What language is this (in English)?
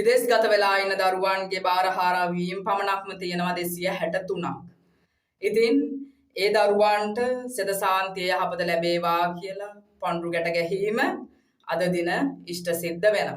Sinhala